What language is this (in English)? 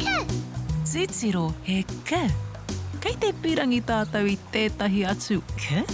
Māori